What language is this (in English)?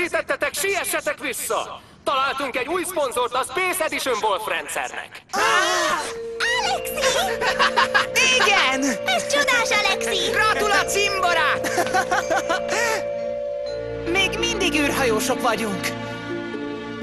Hungarian